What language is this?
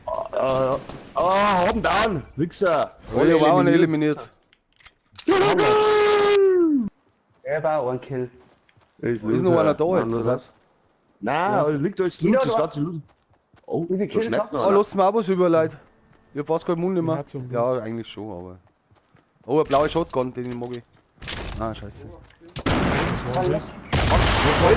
Bavarian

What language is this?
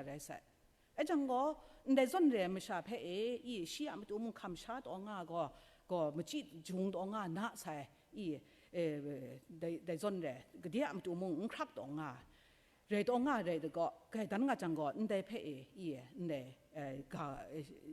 Kachin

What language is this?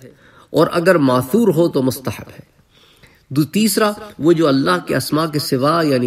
Urdu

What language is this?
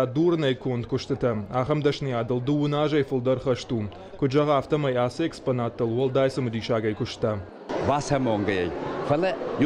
Ossetic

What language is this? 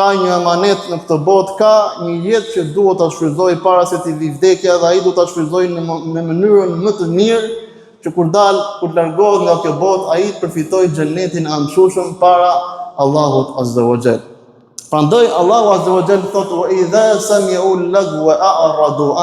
Albanian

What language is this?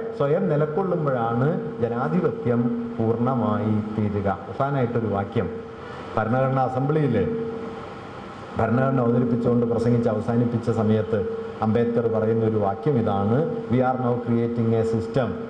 Malayalam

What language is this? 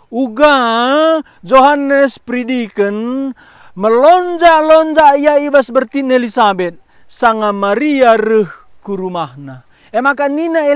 Batak Karo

